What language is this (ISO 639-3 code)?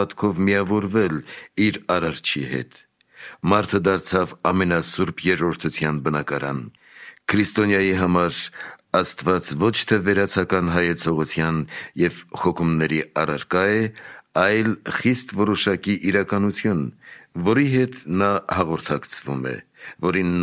hye